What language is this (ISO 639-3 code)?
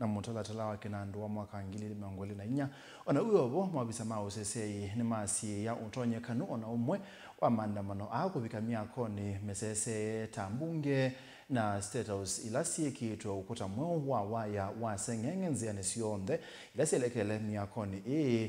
kam